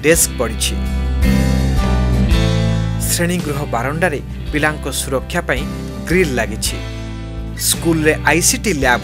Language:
Odia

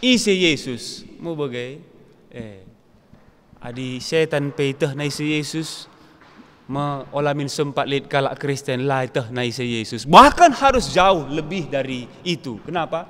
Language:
Batak Karo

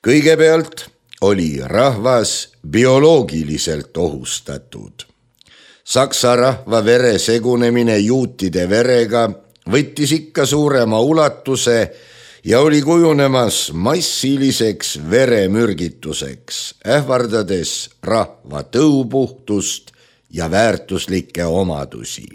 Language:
Estonian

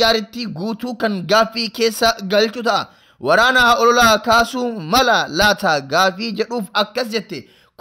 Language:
Oromo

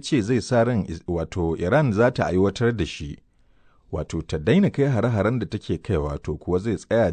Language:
Hausa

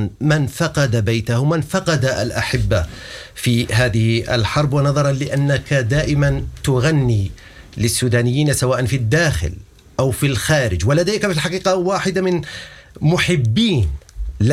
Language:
Sudanese Arabic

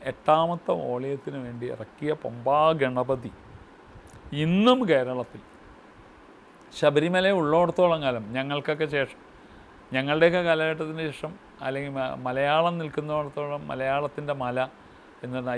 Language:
Malayalam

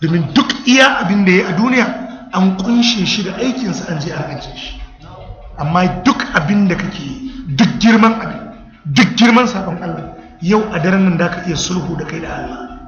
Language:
Hausa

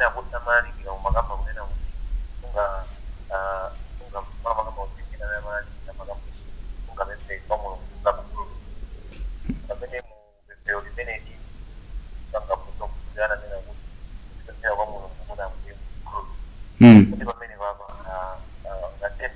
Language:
Nyanja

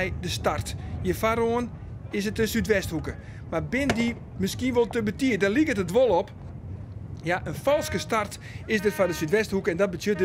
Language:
Western Frisian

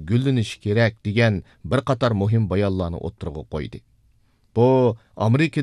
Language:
Uyghur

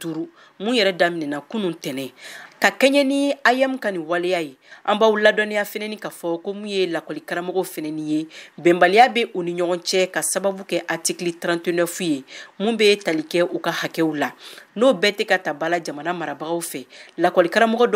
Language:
Bambara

